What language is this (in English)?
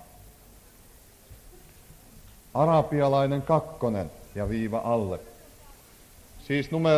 Finnish